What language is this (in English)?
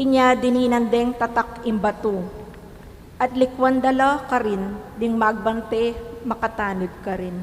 Pampanga